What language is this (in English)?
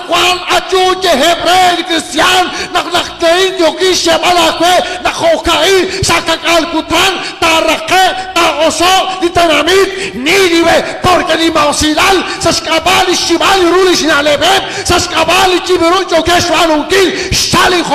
Kekchí